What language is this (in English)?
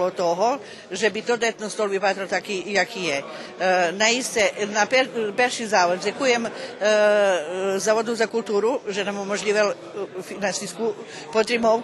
Rusyn